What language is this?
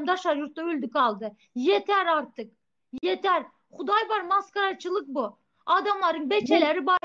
Turkmen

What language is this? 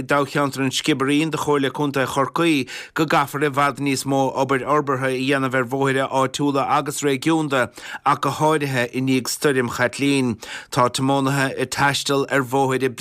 Irish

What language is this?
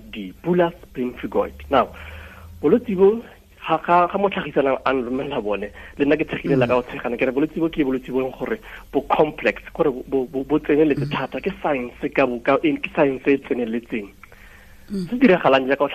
Tswana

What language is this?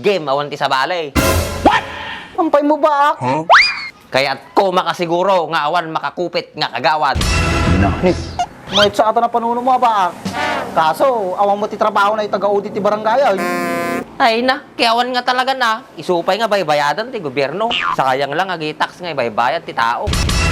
Iloko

